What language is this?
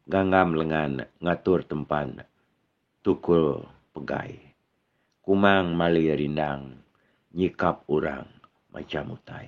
Iban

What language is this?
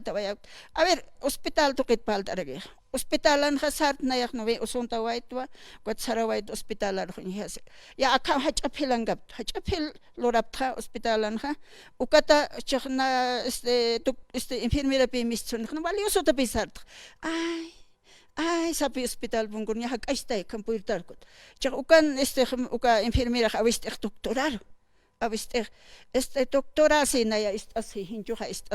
Aymara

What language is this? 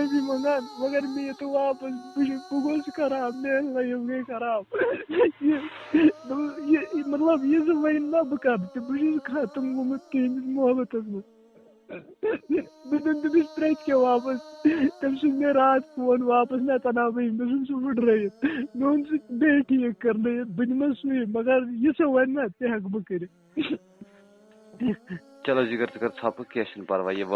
Kashmiri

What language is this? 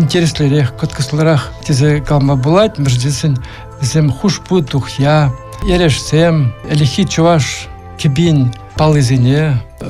Chuvash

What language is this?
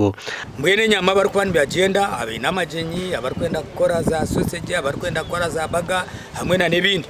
Nyankole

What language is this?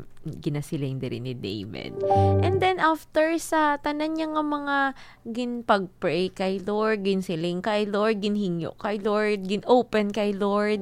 Hiligaynon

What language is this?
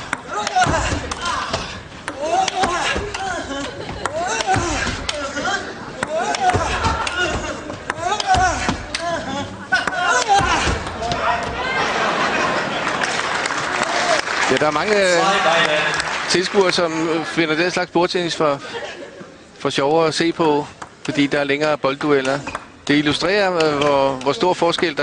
Danish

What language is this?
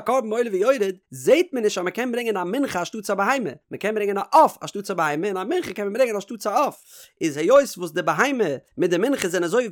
Yiddish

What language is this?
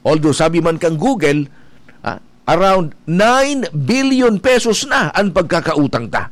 Bikol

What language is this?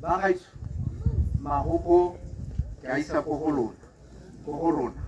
Tswana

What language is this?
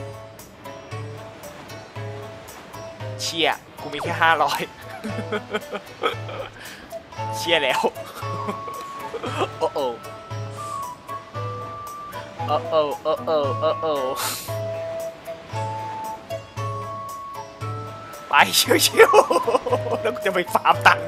Thai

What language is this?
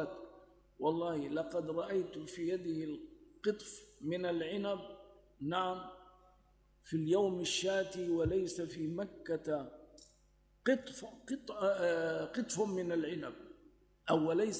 Arabic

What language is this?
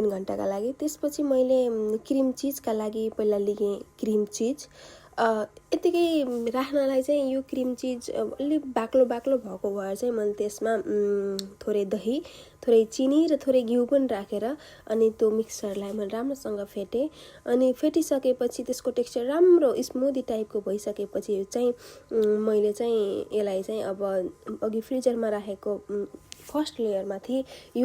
Nepali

